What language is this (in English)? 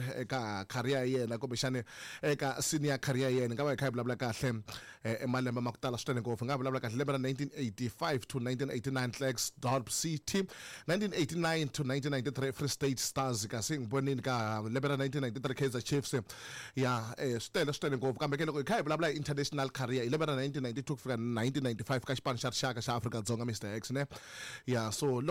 Tsonga